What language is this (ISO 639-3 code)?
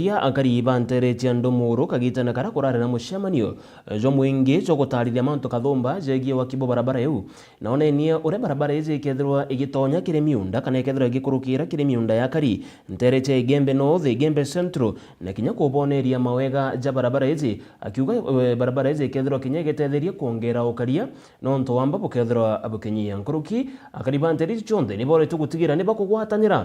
mer